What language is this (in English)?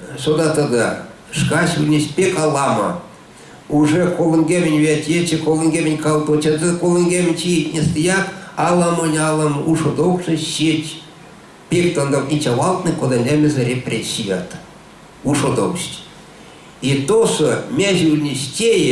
Erzya